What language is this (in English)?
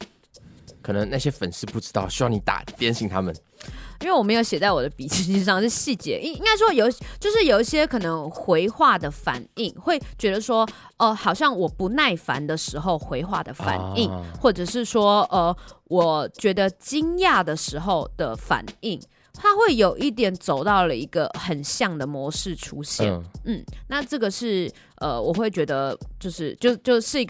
Chinese